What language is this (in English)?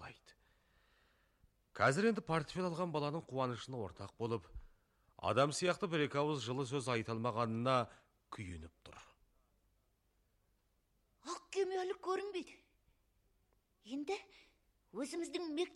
Kazakh